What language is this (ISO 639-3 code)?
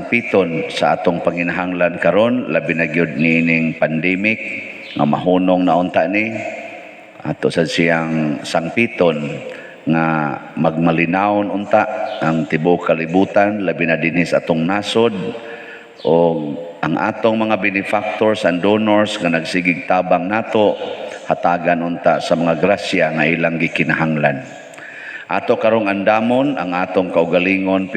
ceb